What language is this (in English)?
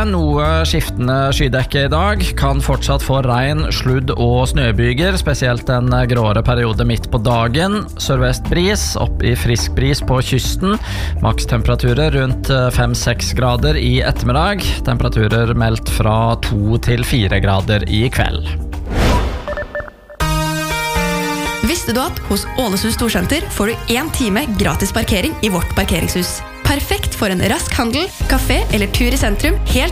Norwegian